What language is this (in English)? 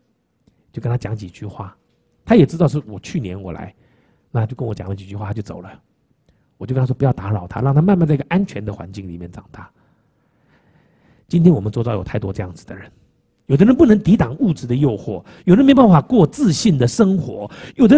Chinese